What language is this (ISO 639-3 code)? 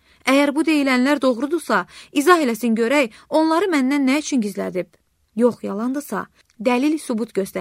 aze